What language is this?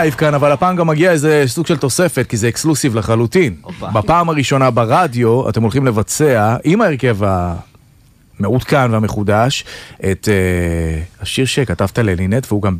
Hebrew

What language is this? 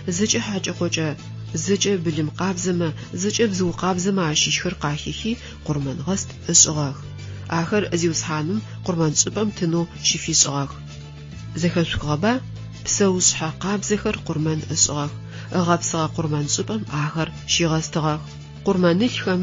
Adyghe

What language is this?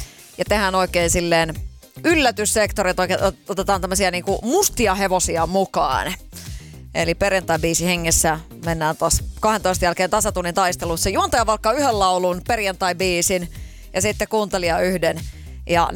Finnish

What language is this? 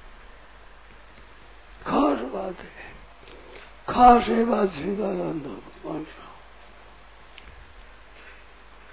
Hindi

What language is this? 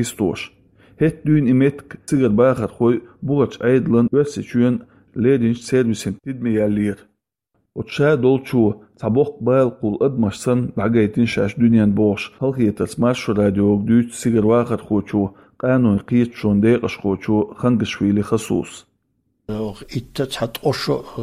Chechen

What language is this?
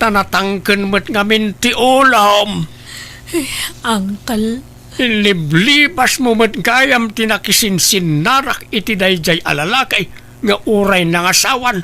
Iloko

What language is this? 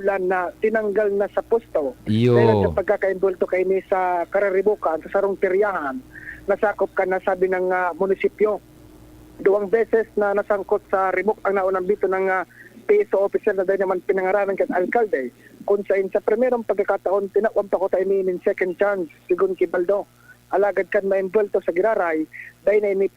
Bikol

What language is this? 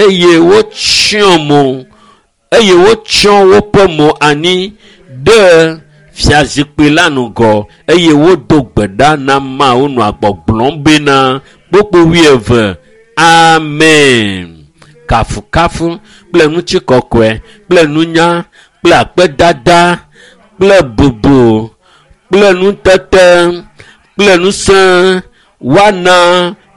Ewe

